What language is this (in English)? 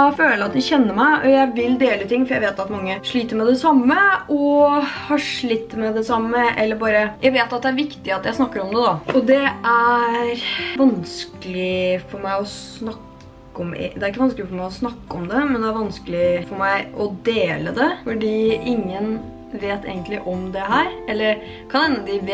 Norwegian